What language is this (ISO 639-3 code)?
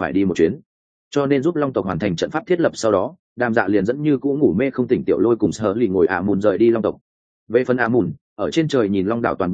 vie